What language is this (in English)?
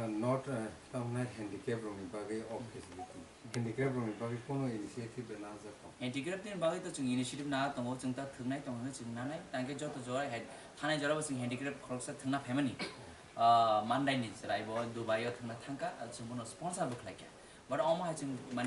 Kok Borok